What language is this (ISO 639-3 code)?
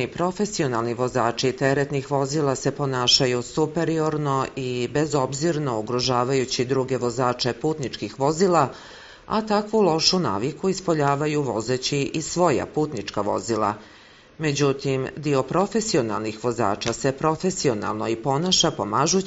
srp